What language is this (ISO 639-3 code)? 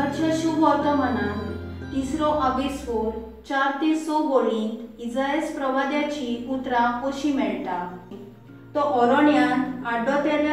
kok